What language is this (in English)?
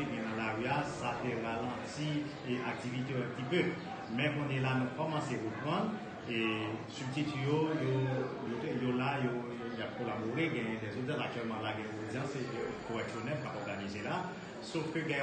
Haitian Creole